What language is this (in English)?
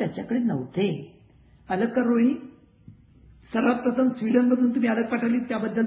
Marathi